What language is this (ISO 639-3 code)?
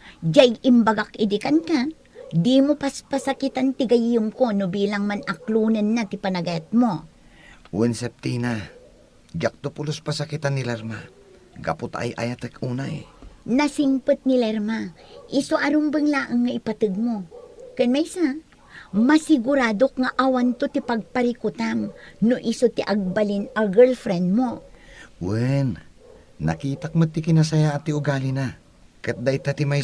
ilo